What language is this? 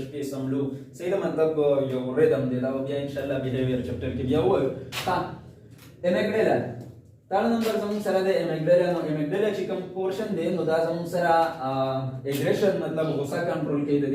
Pashto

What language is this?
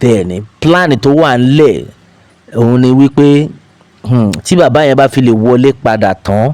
Yoruba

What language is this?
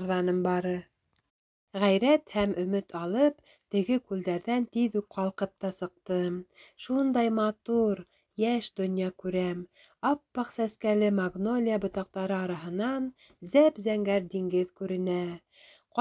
Bashkir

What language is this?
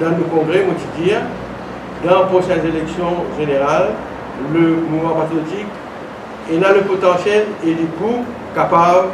Morisyen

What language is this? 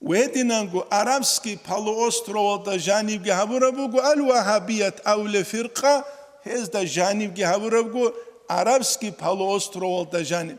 Avaric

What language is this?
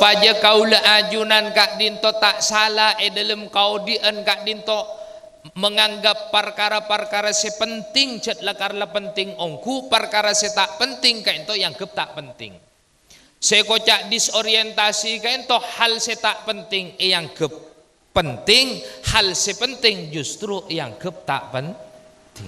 Madurese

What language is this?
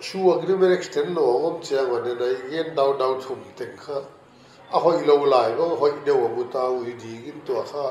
Paite Chin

